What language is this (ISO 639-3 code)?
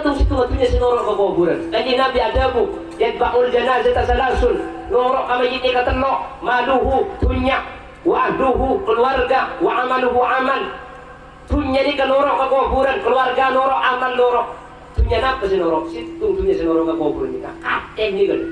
mad